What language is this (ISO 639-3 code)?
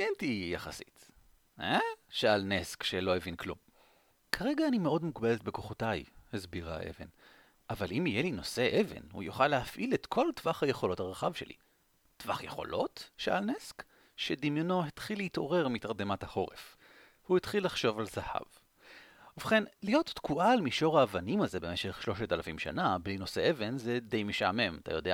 heb